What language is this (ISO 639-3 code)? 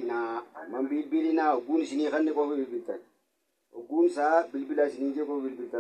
orm